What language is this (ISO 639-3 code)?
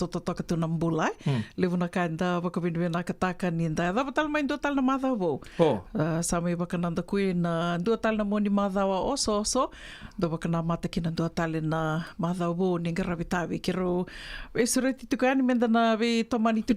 fij